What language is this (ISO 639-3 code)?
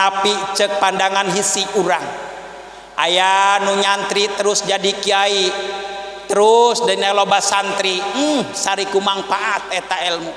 sun